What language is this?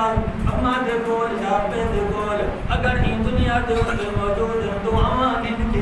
Saraiki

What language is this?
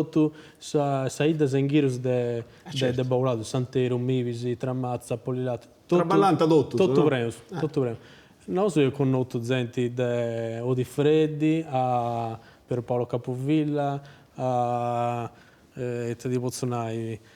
Sardinian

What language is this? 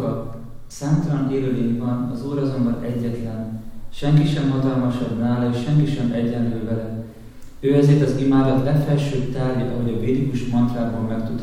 Hungarian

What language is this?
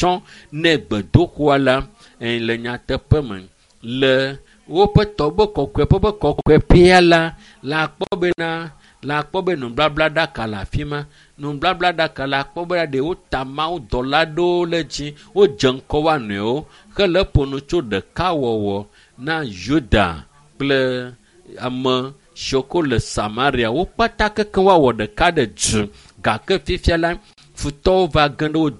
Ewe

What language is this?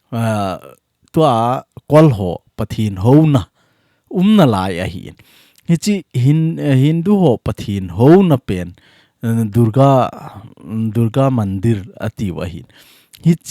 Thado Chin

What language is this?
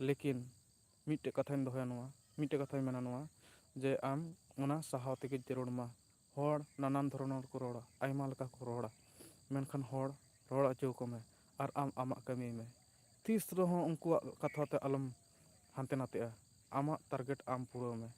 Santali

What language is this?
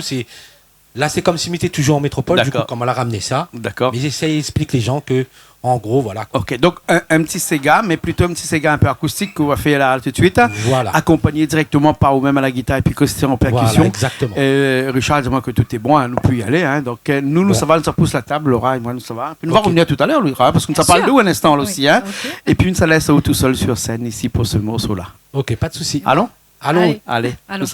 Réunion Creole French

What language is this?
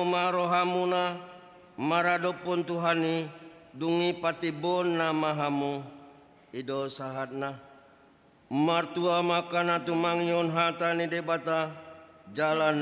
Batak Toba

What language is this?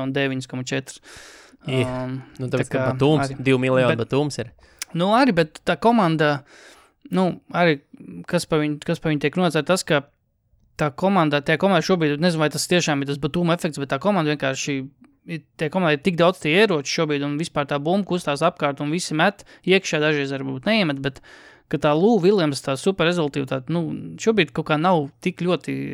Latvian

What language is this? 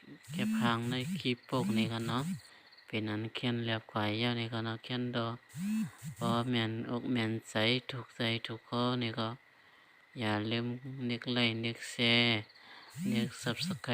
Shan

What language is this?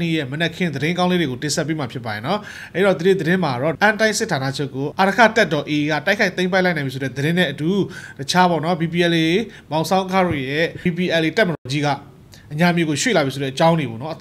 Burmese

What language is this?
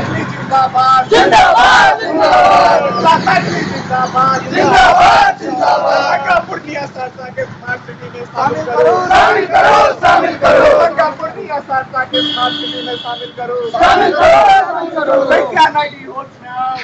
Maithili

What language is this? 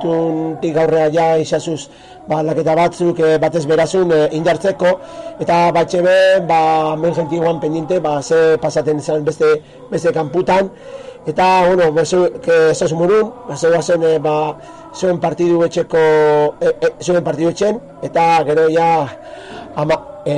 Basque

